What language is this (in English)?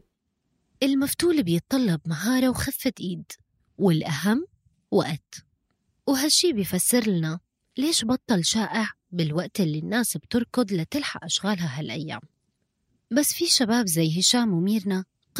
North Levantine Arabic